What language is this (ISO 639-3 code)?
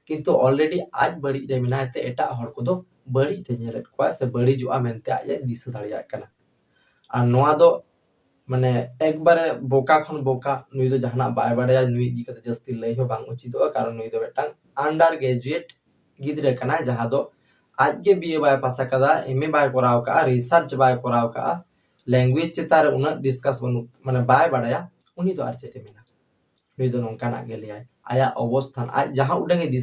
sat